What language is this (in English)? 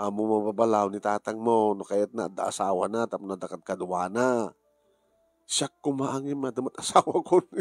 Iloko